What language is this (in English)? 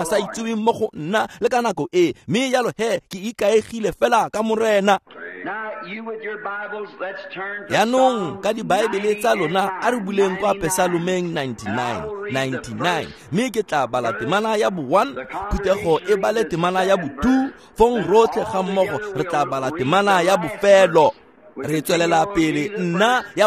Tswana